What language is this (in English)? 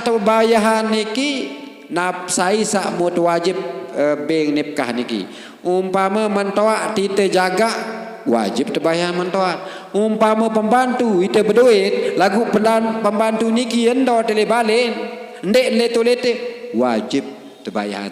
Sasak